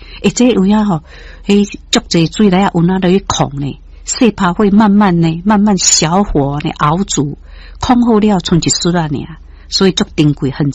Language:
Min Nan Chinese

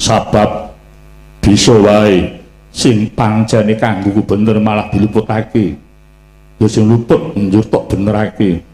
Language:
Javanese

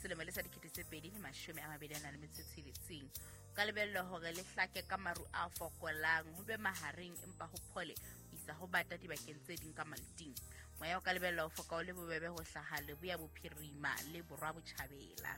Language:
Southern Sotho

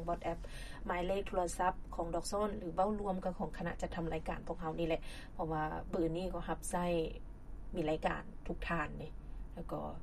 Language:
Lao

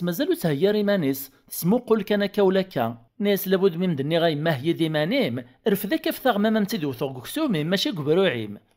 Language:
Kabyle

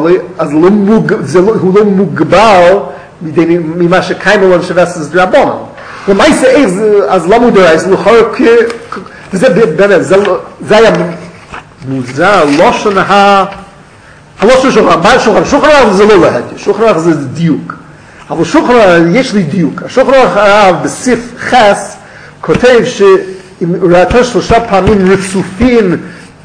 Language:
Hebrew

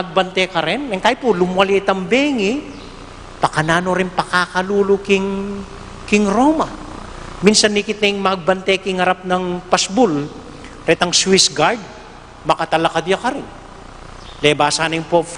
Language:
Pampanga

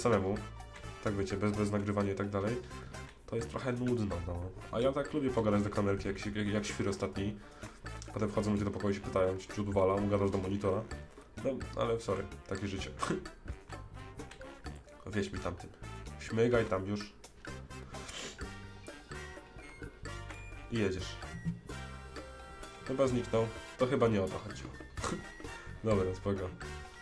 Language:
Polish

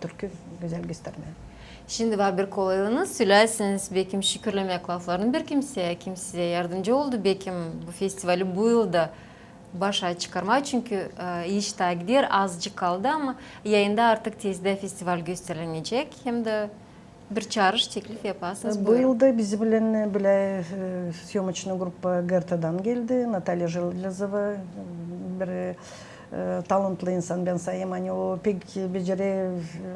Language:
Gagauz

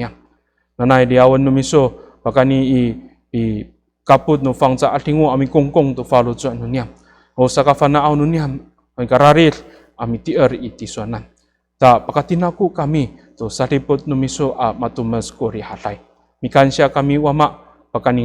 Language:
Amis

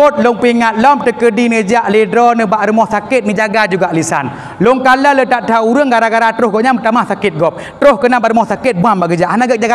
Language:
Achinese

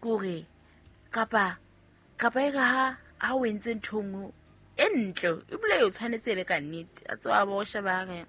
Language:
Southern Sotho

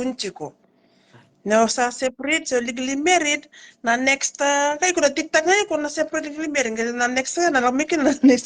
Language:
Fijian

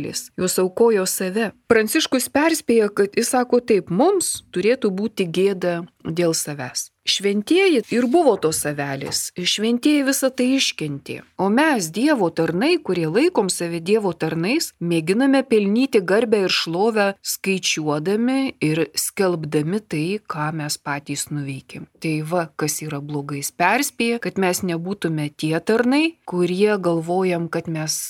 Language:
Lithuanian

